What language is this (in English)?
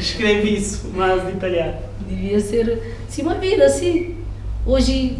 Kabuverdianu